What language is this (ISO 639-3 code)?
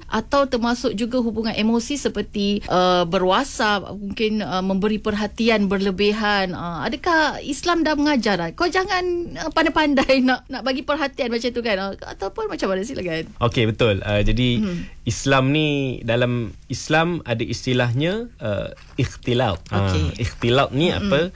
msa